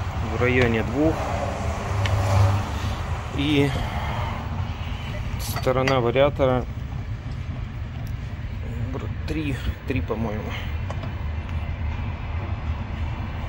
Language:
Russian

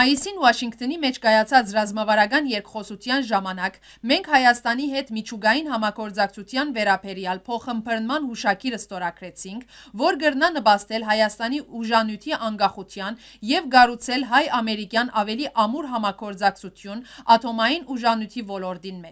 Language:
Western Armenian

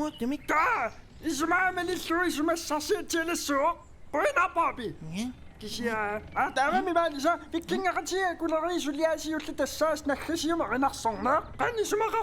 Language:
Kalaallisut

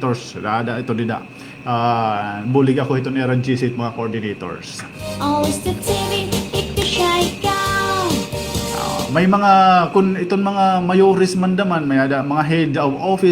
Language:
Waray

